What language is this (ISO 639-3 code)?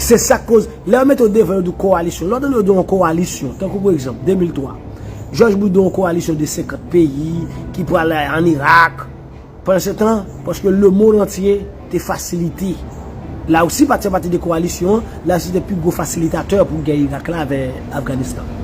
hat